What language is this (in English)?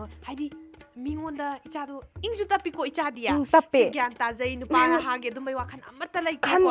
Manipuri